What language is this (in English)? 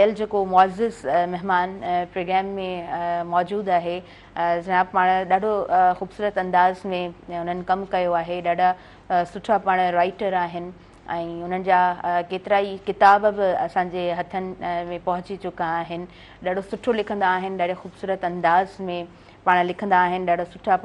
Sindhi